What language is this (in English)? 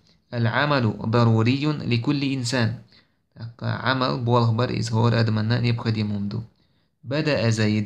Chechen